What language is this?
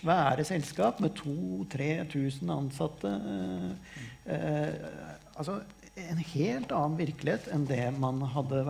Norwegian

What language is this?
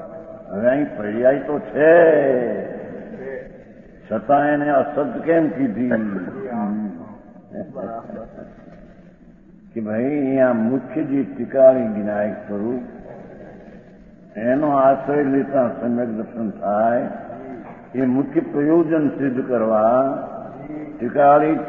Gujarati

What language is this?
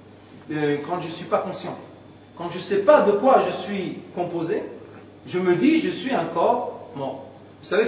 French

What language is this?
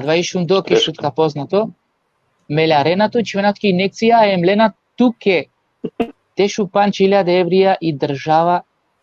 Balkan Romani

